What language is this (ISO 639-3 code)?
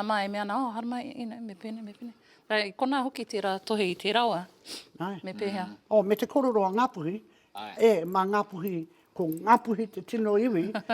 mri